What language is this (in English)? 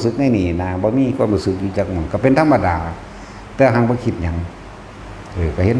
Northeastern Thai